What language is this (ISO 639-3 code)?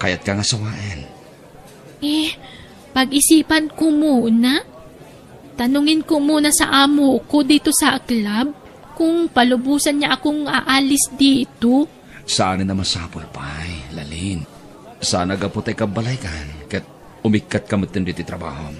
ilo